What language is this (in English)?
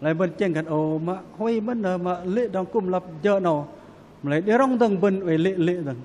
Bahnar